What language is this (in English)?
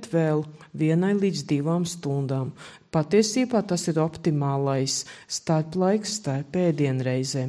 Latvian